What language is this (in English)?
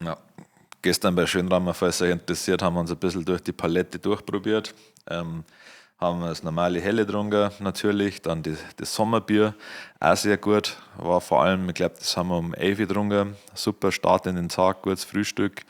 Bavarian